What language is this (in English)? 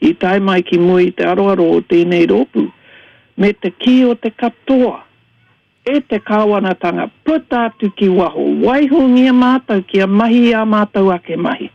Māori